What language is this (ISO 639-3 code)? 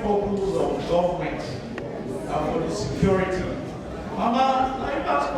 pcm